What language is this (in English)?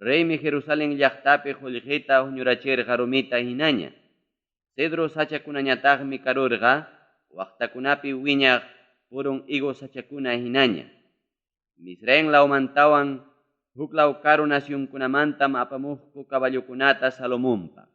Ayacucho Quechua